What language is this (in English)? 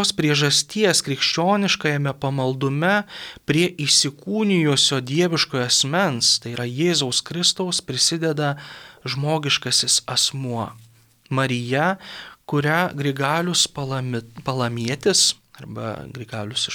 Lithuanian